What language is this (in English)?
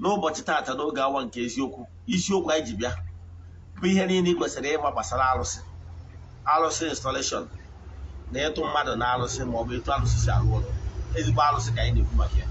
Igbo